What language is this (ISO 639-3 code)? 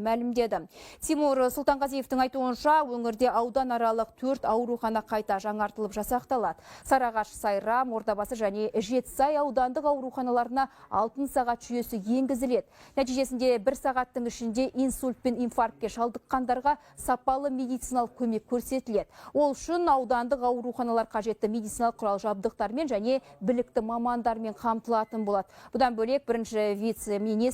kaz